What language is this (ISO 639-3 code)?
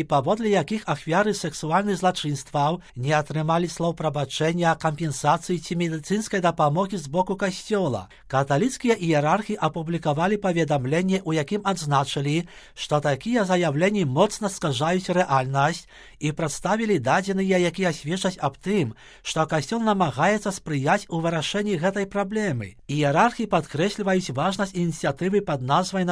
bel